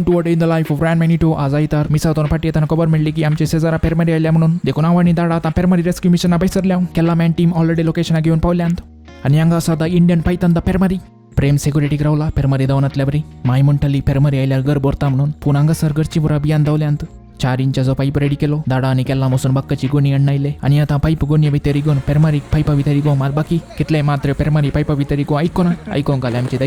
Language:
Konkani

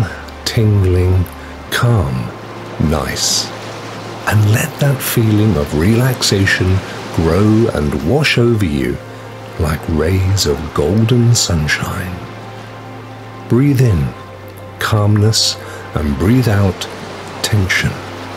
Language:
English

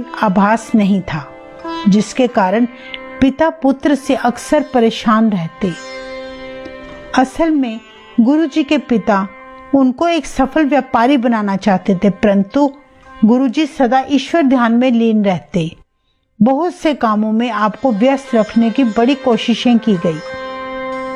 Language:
Hindi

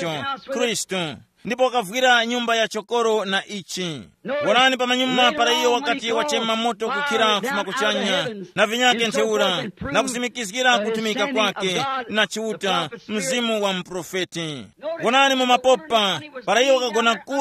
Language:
Tumbuka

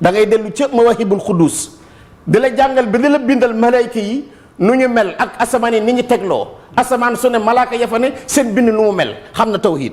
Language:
Wolof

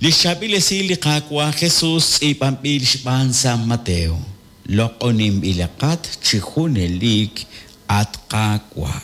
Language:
Kekchí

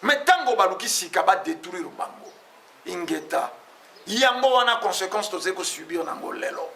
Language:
Lingala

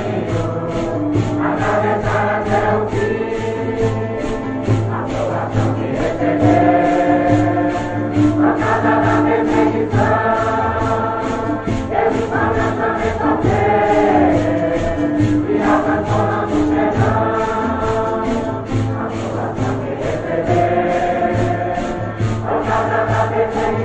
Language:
Portuguese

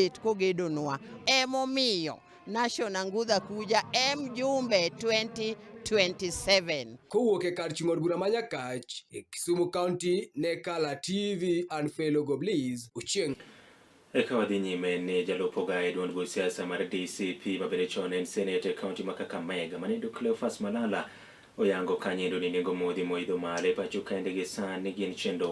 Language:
Luo (Kenya and Tanzania)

